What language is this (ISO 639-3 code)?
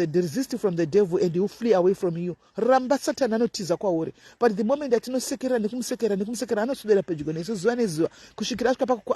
sna